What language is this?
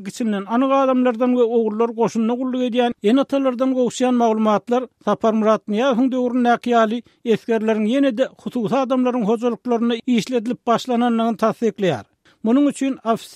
Turkmen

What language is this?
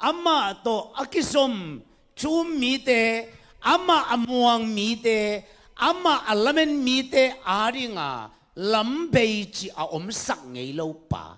Tedim Chin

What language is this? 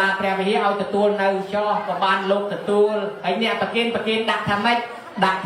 Khmer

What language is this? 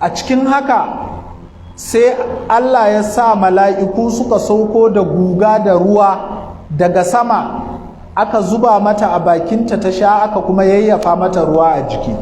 Hausa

